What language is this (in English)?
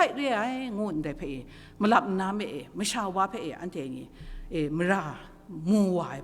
Kachin